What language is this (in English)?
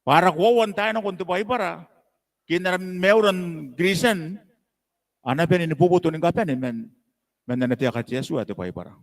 Gilbertese